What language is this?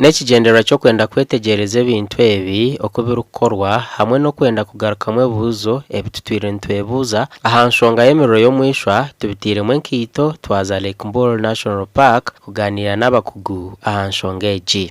Nyankole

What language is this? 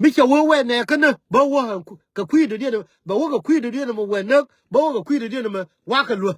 Nuer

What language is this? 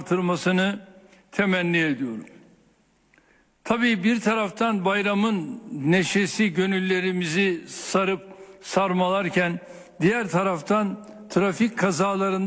Turkish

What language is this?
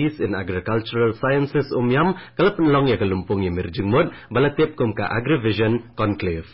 Khasi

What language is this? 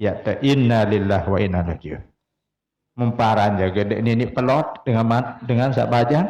Sasak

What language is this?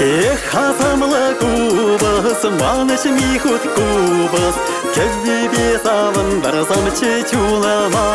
Chuvash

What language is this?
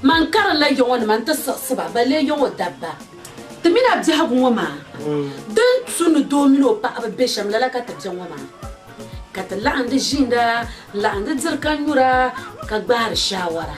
Dagbani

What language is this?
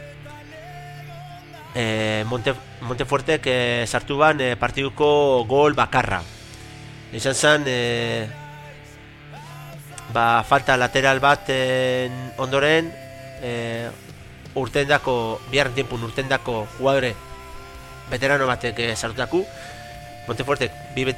Basque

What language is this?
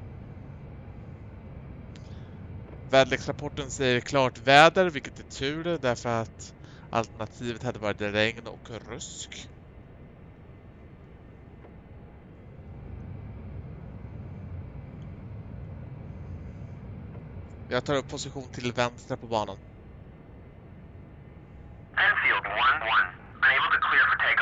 Swedish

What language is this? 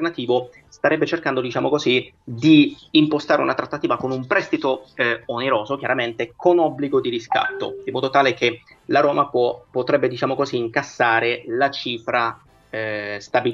Italian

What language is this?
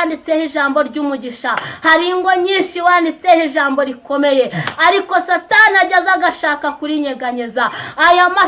Kinyarwanda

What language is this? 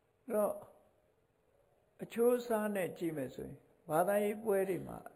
Burmese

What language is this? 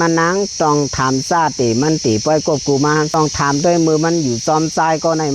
Shan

